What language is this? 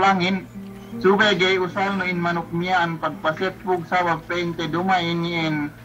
Yakan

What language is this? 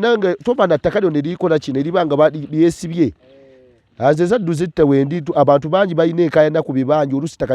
Ganda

